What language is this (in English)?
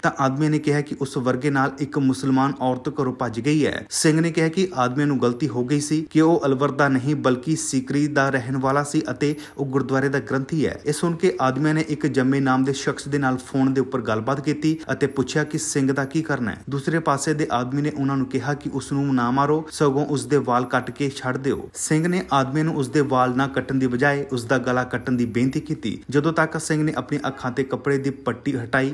Punjabi